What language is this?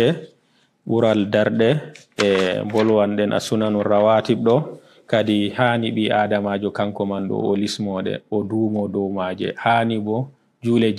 Fula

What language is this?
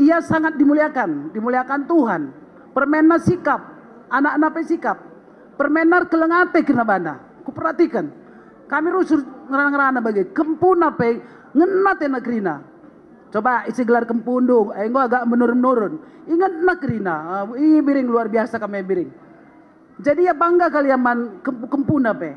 Batak Karo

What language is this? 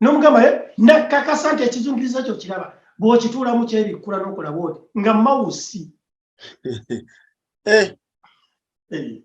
Ganda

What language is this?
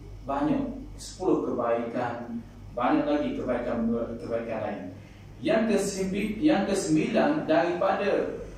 Malay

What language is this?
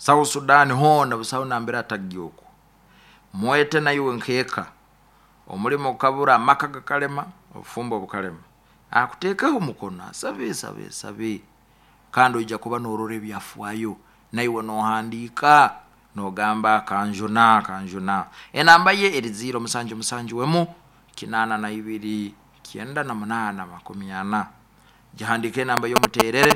Nyoro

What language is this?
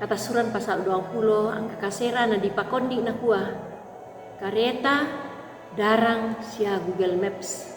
Toraja-Sa'dan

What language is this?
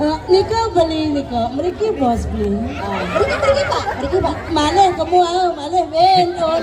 Balinese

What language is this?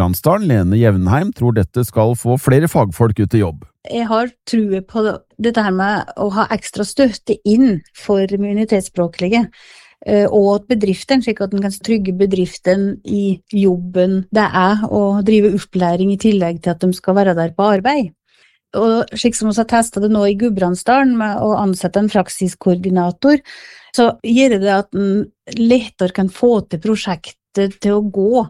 Norwegian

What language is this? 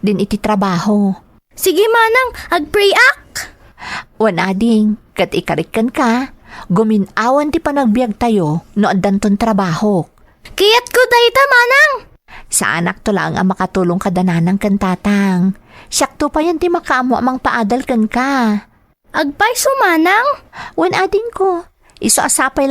Iloko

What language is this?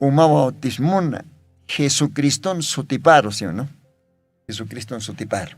Aymara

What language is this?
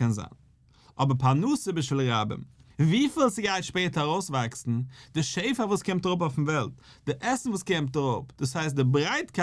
Yiddish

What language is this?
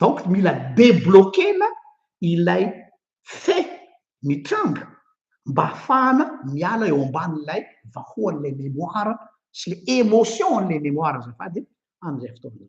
Malagasy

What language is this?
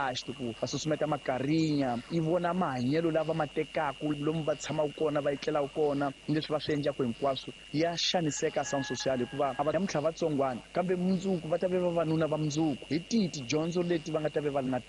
Tsonga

